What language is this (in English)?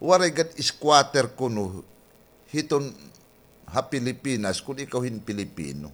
Waray